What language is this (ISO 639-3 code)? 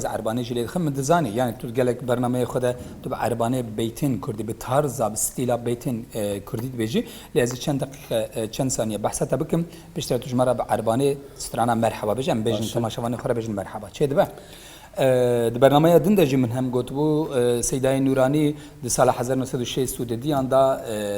kur